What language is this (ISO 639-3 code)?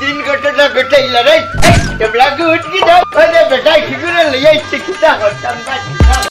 syl